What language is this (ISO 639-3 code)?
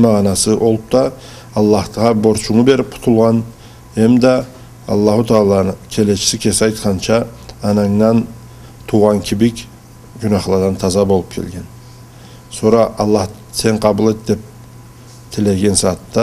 krc